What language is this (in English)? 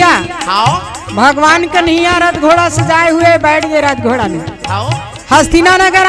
Chhattisgarhi